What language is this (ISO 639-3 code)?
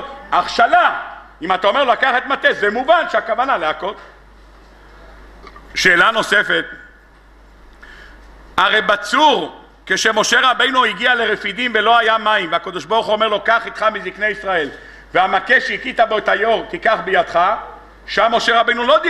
heb